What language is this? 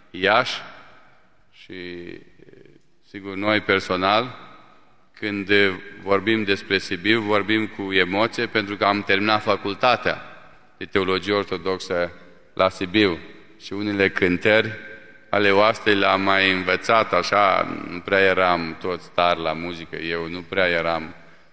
Romanian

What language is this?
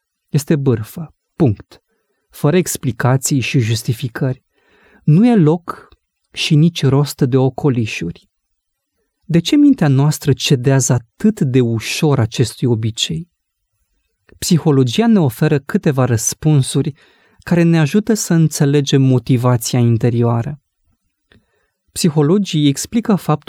Romanian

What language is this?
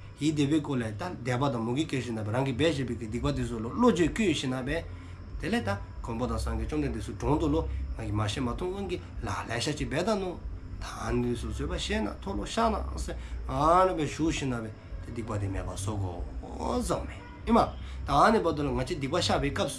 Dzongkha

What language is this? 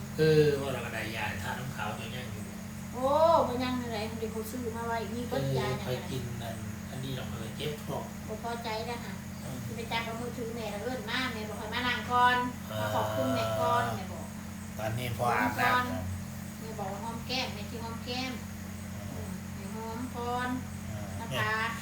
Northeastern Thai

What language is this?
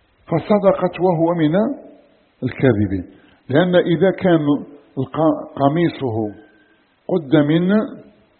Arabic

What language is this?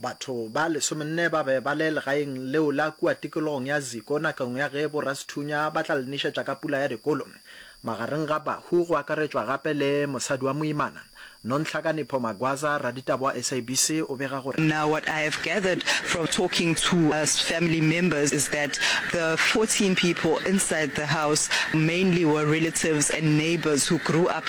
Northern Sotho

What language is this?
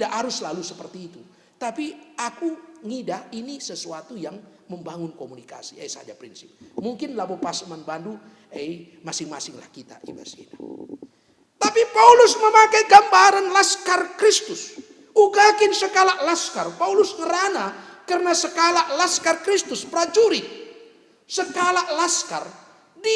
Batak Karo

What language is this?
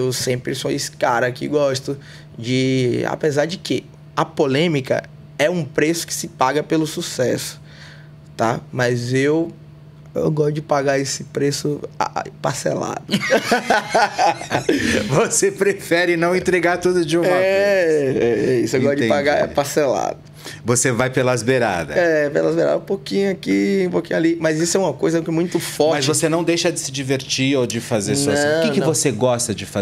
Portuguese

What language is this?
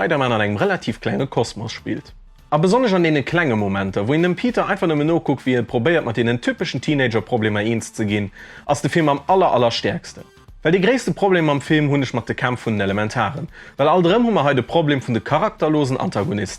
Luxembourgish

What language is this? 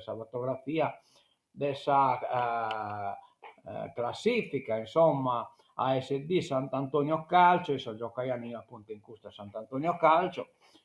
Sardinian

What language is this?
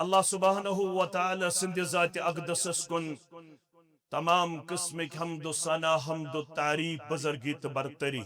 Kashmiri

